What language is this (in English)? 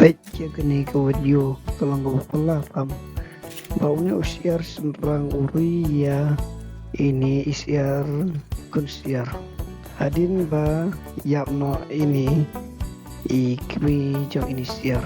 Khasi